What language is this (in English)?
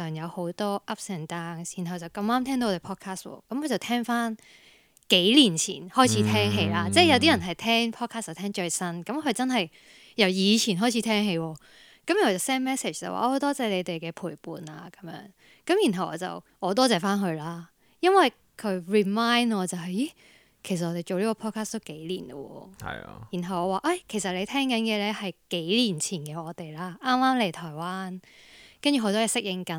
Cantonese